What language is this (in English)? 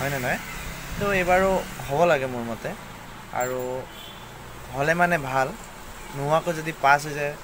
Assamese